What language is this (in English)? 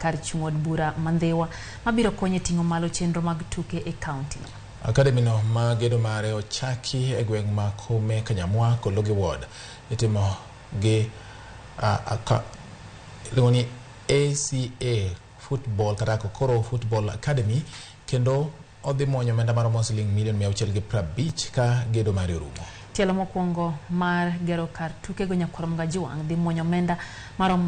Luo (Kenya and Tanzania)